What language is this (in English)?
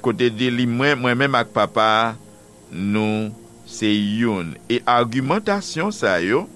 Haitian Creole